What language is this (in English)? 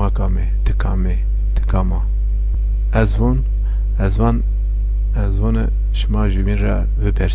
Zaza